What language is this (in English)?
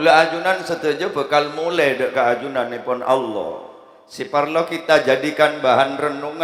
Madurese